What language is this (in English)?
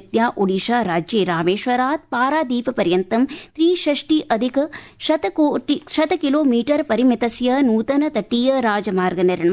Sanskrit